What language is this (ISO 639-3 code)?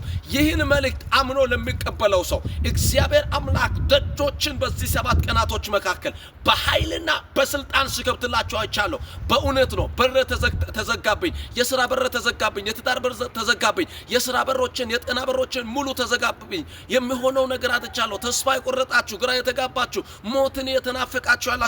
amh